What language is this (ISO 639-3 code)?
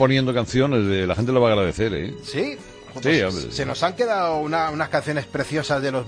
spa